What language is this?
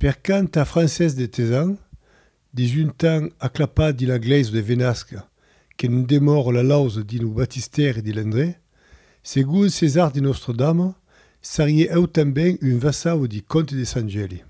Occitan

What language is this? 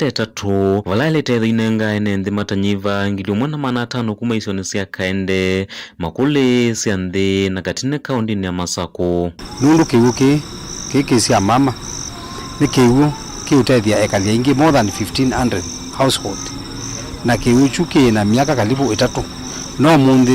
Kamba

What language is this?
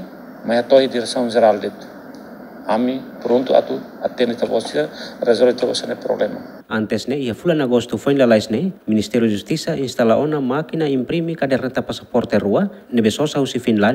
Tetum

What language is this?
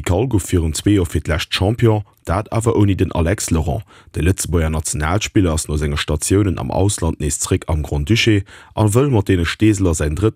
Luxembourgish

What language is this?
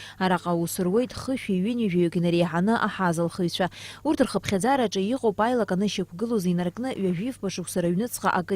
Abkhazian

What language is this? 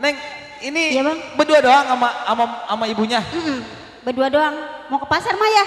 Betawi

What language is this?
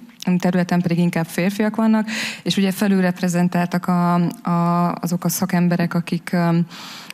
Hungarian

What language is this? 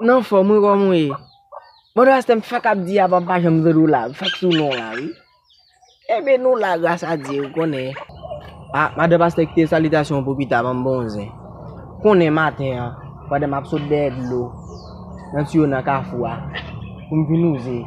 Haitian Creole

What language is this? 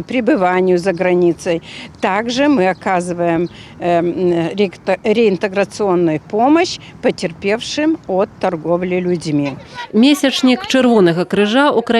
Belarusian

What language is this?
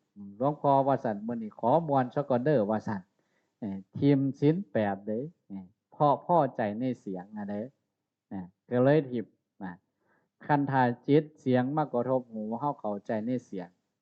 Northeastern Thai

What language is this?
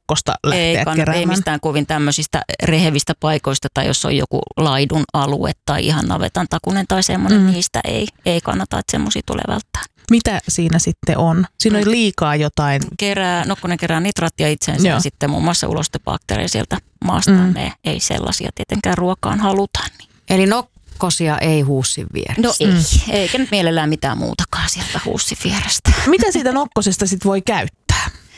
Finnish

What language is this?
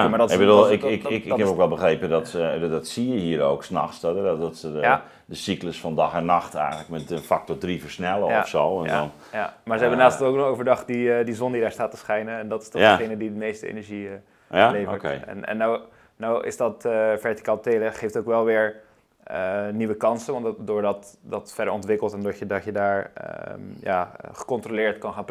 Dutch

